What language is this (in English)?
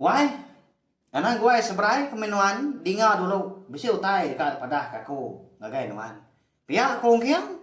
Iban